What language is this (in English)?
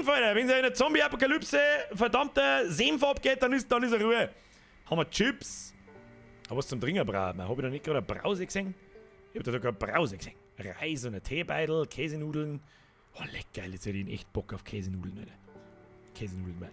Bavarian